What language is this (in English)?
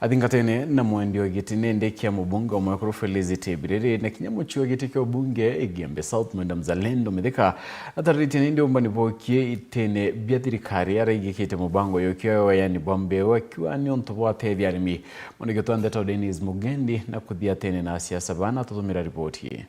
Meru